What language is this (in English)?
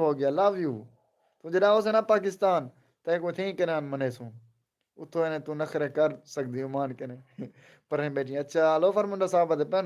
Saraiki